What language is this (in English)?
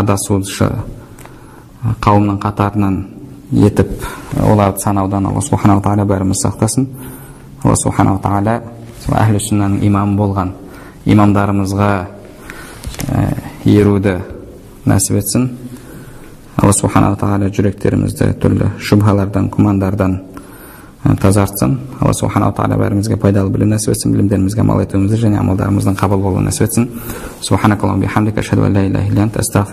Kazakh